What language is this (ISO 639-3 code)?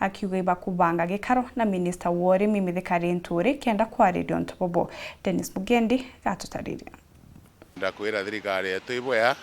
mer